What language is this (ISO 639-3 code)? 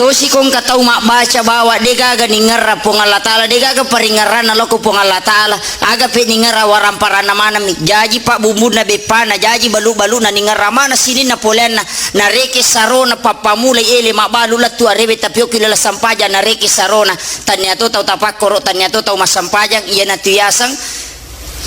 bug